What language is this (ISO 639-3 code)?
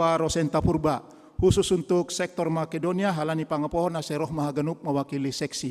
bts